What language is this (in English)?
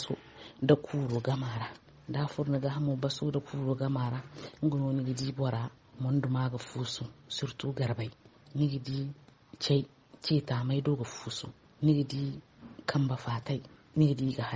Zarma